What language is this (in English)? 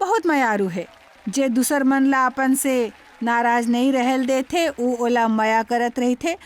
Chhattisgarhi